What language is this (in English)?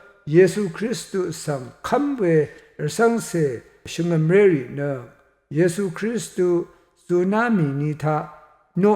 Rawang